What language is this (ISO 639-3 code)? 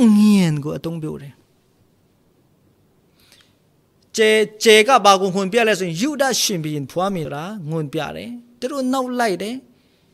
mya